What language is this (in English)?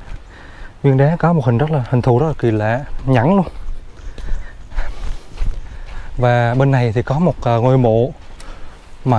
Vietnamese